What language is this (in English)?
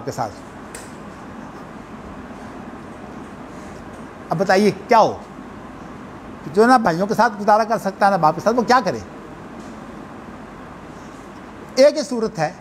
Urdu